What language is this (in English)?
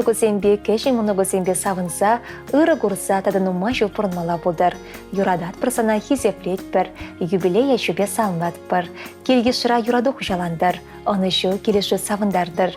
Chuvash